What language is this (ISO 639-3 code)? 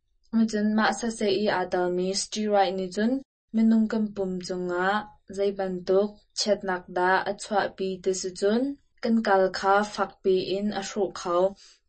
cnh